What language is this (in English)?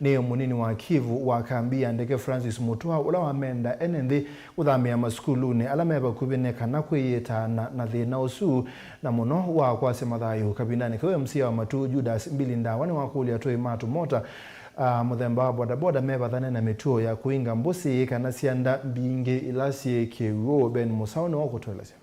Kamba